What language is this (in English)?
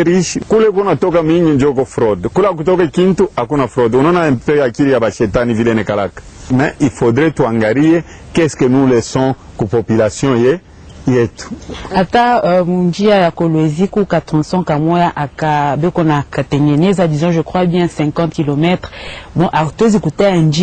Swahili